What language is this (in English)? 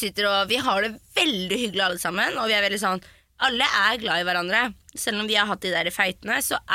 Norwegian